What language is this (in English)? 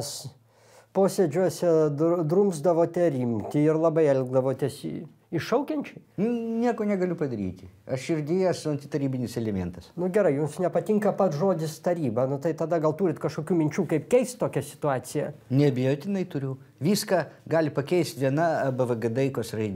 Lithuanian